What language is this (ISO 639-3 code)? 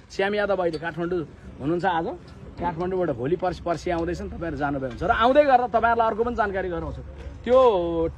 nep